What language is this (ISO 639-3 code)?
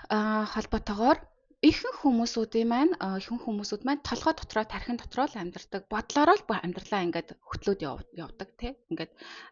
mon